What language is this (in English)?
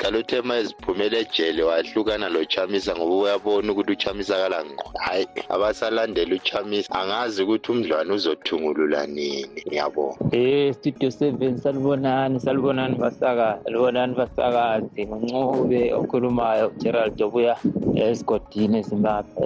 North Ndebele